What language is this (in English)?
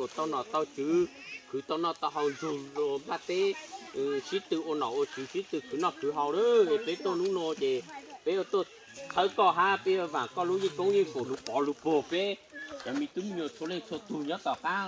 Hmong